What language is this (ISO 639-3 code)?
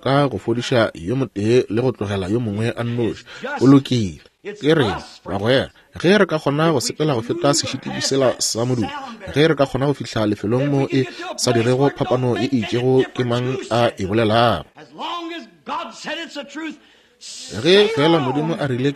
nso